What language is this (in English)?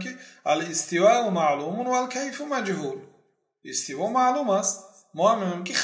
Persian